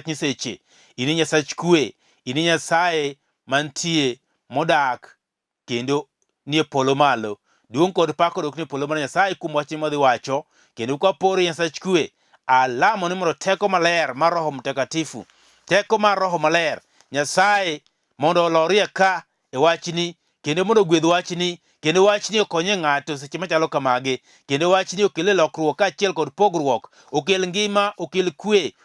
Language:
Luo (Kenya and Tanzania)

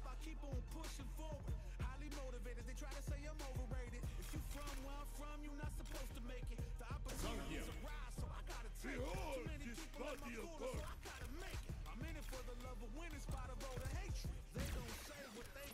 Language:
English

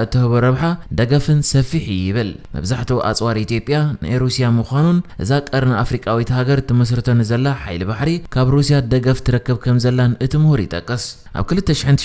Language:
Tigrinya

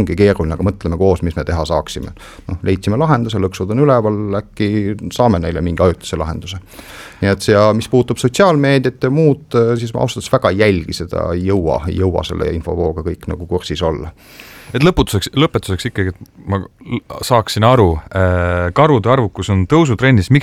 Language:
Estonian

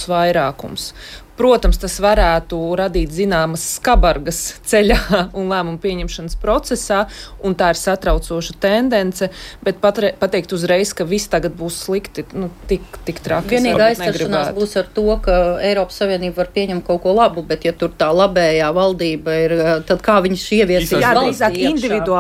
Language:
Latvian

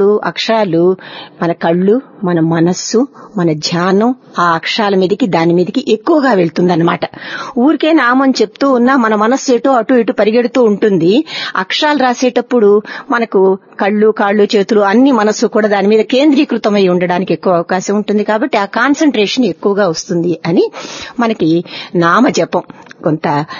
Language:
Telugu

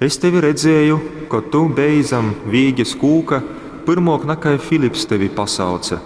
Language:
Latgalian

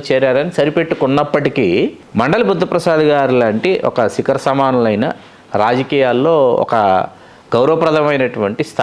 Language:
Telugu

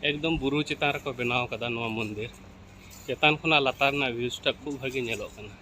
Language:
Santali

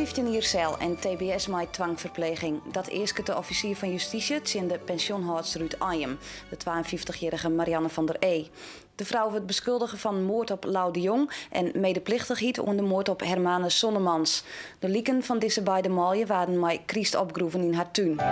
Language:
Western Frisian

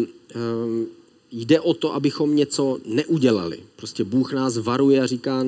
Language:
Czech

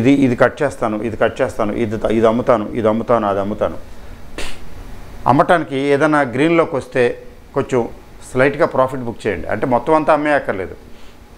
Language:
Telugu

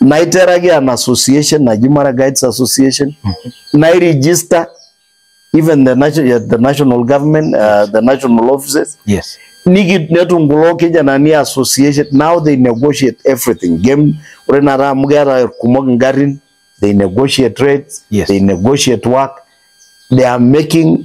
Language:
Masai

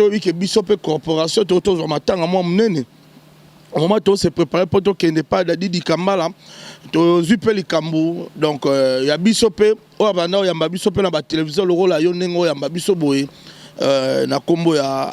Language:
Lingala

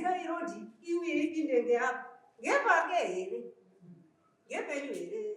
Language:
Shona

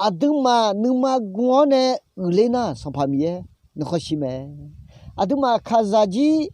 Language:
Akha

